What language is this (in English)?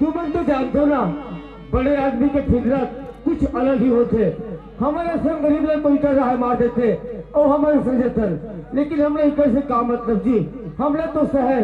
Chhattisgarhi